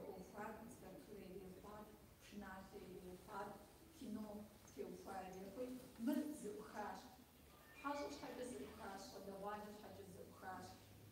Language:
Kabardian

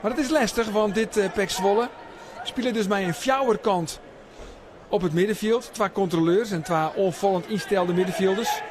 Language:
Western Frisian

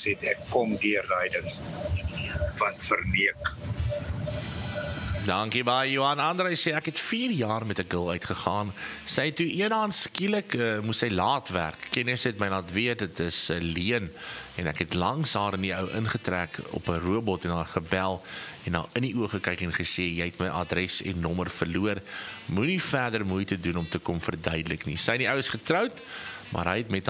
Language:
Afrikaans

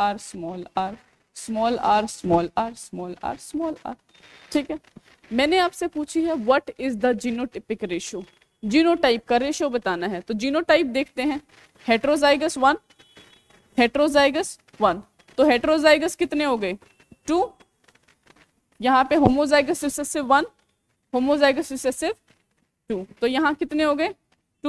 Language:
Hindi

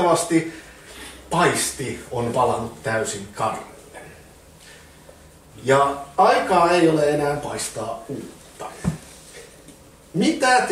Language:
Finnish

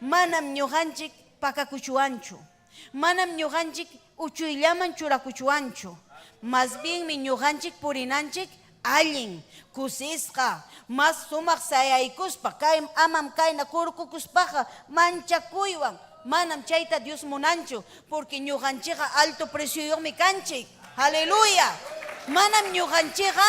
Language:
Ayacucho Quechua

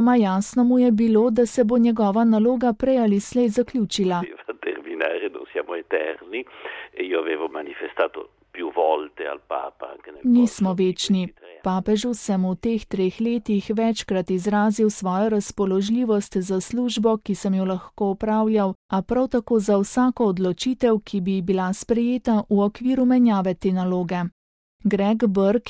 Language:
Slovenian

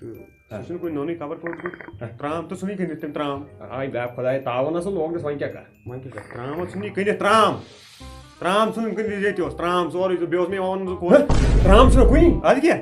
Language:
Kashmiri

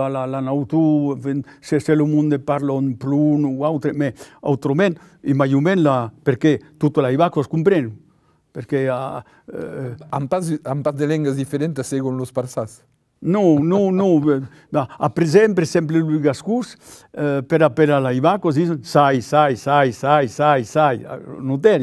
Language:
Occitan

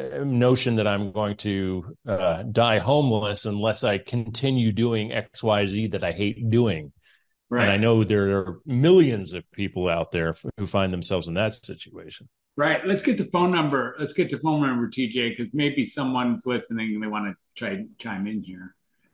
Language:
English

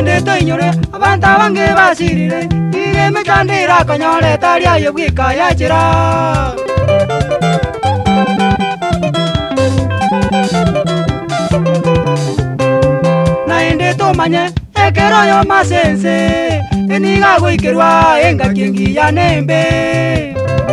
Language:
Gusii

